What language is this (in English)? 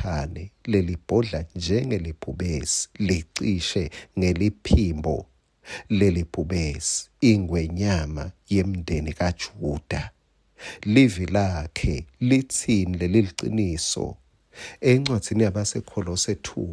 Swati